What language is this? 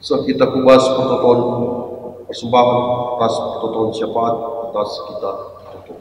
Batak Karo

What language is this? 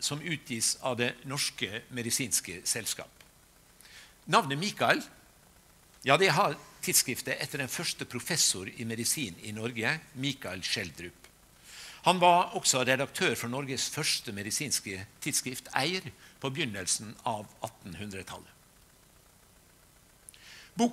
Norwegian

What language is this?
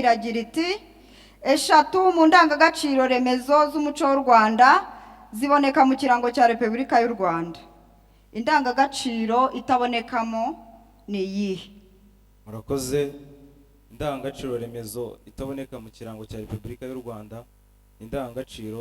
Kinyarwanda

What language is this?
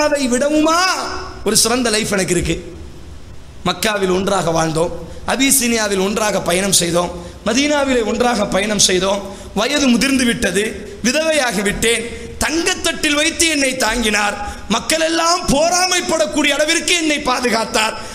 Tamil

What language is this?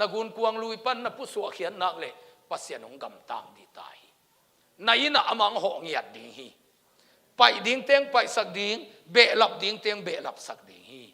Tedim Chin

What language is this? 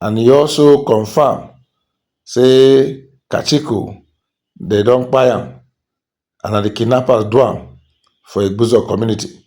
Nigerian Pidgin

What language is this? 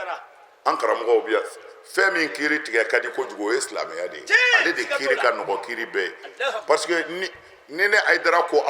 Bambara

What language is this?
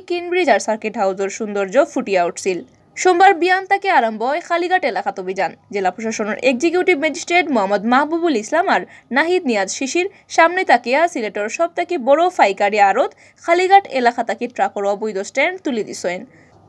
Sylheti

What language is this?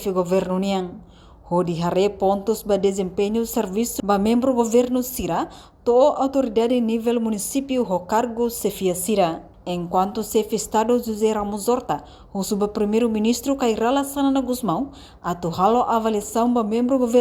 Tetum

